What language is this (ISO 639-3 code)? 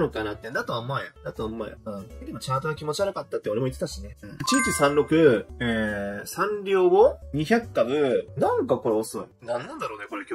jpn